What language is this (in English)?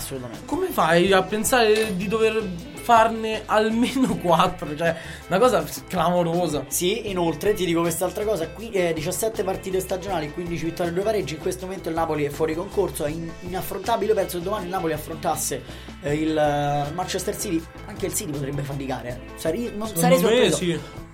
Italian